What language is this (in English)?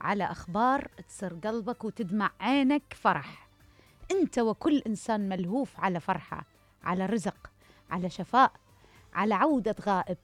Mesopotamian Arabic